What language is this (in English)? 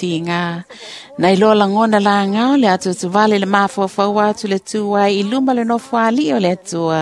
Samoan